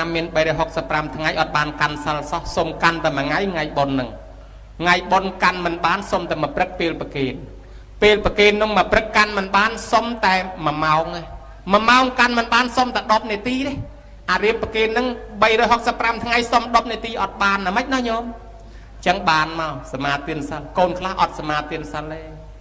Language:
Khmer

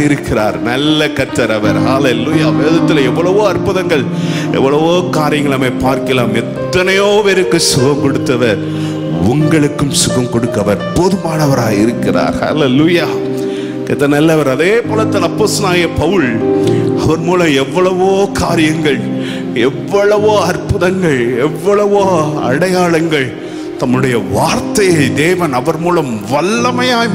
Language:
Tamil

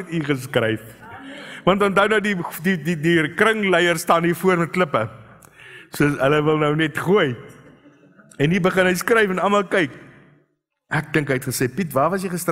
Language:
Afrikaans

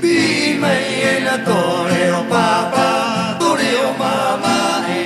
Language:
Rapanui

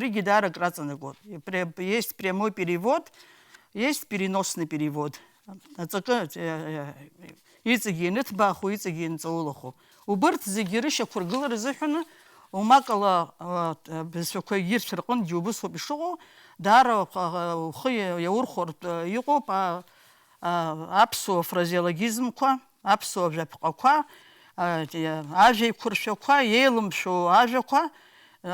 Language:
Abkhazian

